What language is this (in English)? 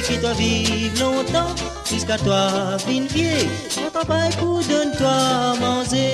Morisyen